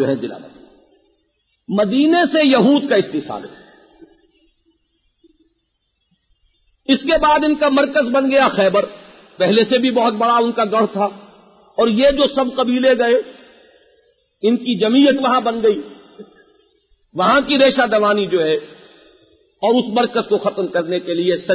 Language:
Urdu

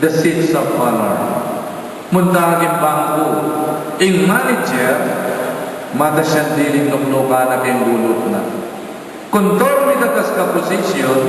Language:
Pampanga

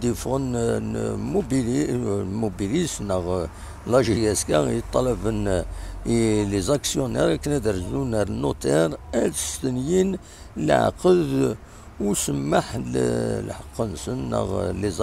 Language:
Kabyle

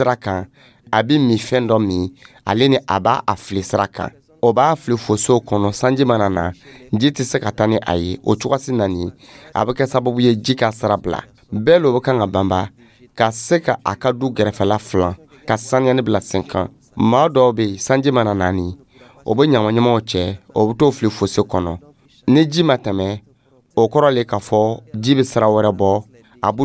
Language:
Dyula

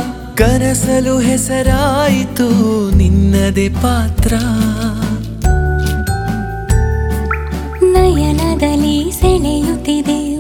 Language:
Kannada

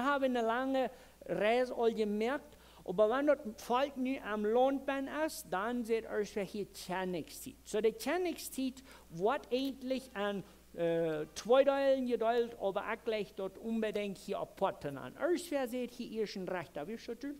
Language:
Plautdietsch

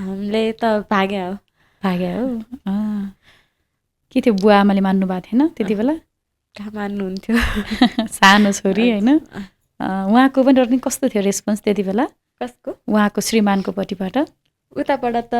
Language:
Nepali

